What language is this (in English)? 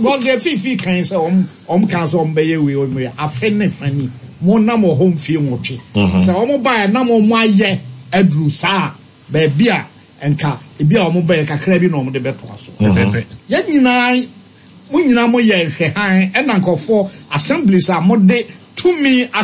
Akan